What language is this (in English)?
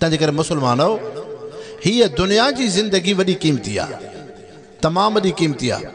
Sindhi